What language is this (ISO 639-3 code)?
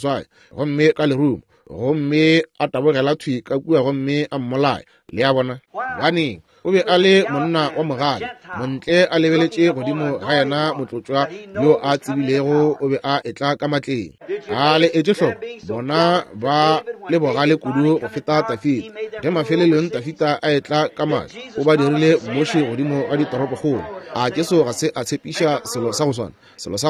nso